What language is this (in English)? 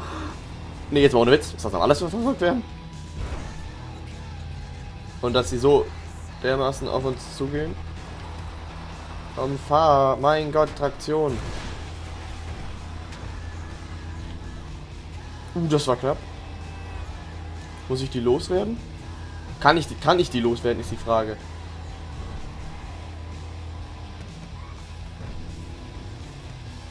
German